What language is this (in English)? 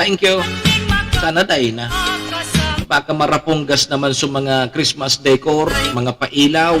Bikol